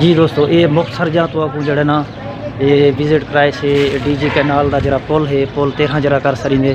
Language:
Saraiki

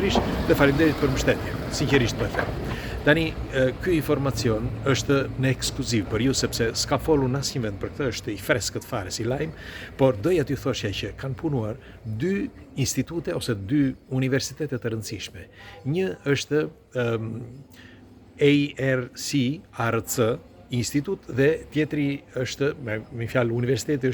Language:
Albanian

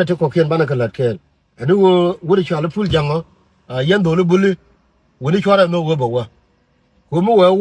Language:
Nuer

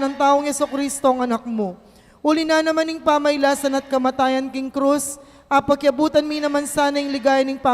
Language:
Pampanga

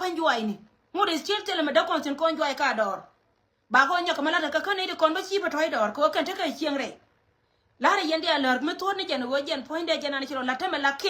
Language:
Nuer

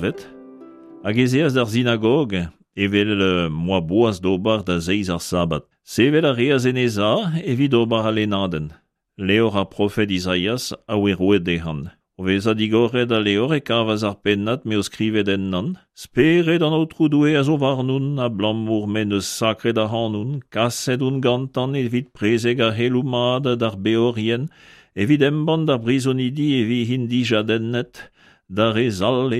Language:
Breton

